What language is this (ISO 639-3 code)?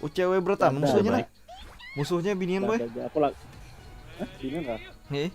bjn